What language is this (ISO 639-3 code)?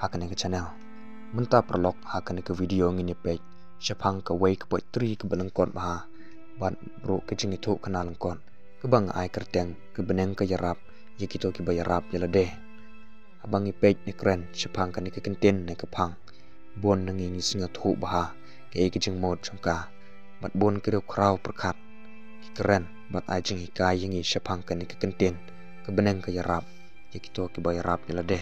kha